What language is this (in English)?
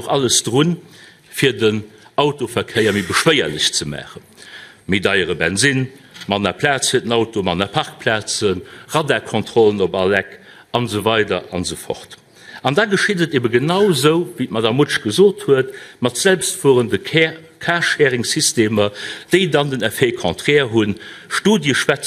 Luxembourgish